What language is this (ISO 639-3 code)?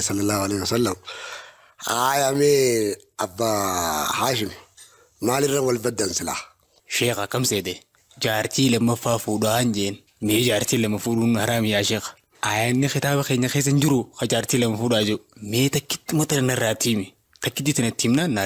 orm